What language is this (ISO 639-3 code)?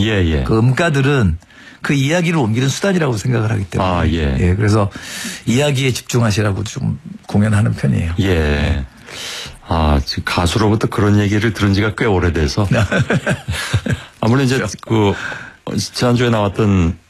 kor